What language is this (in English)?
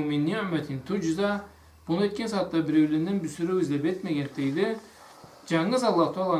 Karachay-Balkar